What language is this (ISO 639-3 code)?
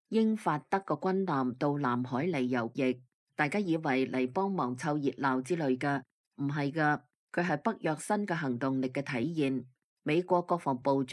yue